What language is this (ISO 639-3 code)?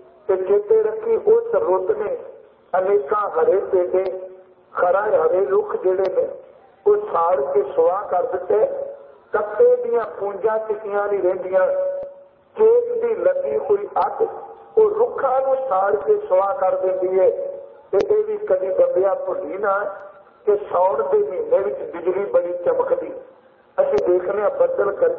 pan